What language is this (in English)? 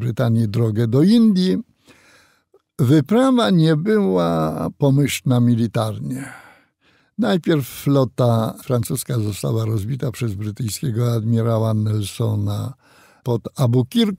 Polish